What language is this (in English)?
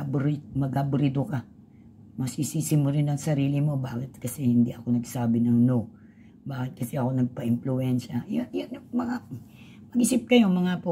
Filipino